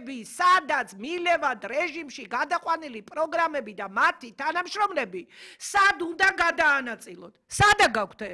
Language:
Georgian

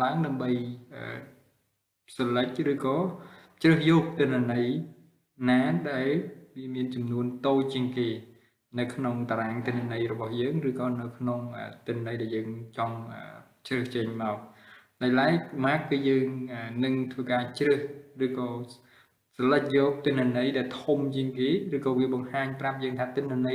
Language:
Khmer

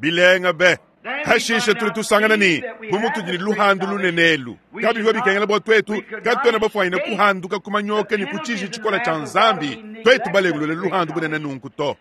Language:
Luba-Lulua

